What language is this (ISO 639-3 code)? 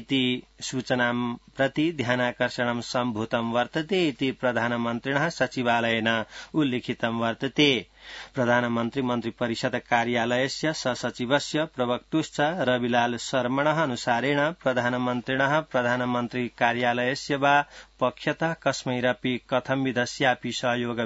san